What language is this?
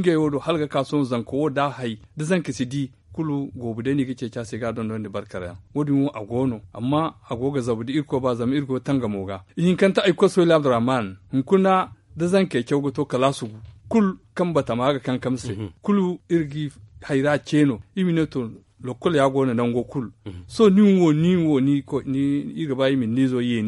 Zarma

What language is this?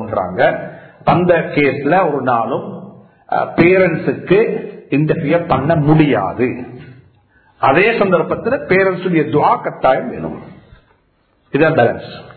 Tamil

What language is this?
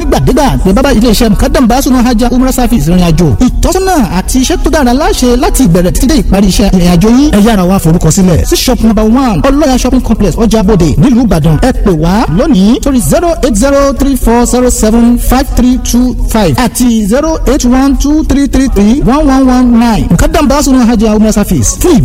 Yoruba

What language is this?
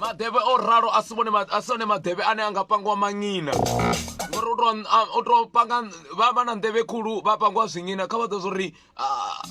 Venda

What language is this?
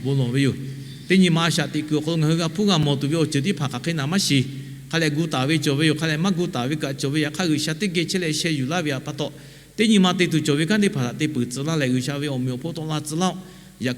Lahu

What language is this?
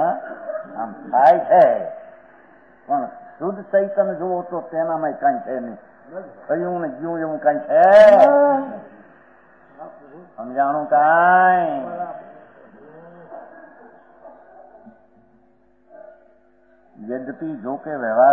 Gujarati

